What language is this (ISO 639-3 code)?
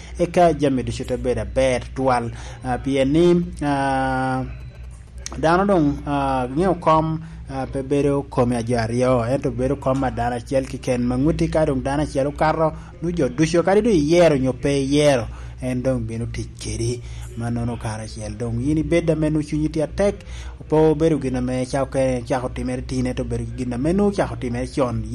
laj